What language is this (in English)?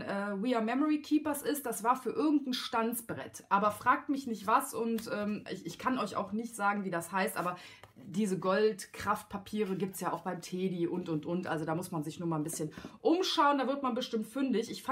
German